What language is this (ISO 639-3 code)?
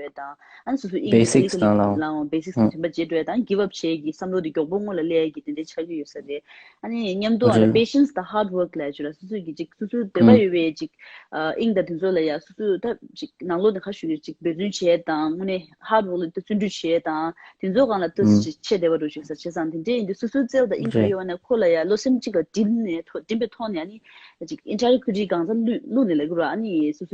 bod